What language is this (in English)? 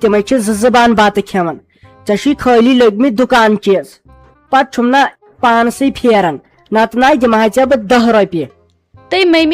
Kashmiri